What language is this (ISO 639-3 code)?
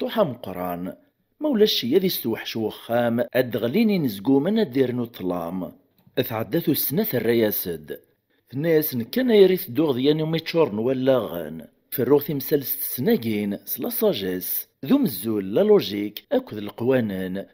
kab